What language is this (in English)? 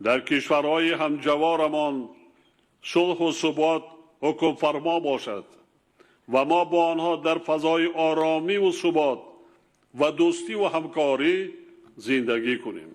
Tajik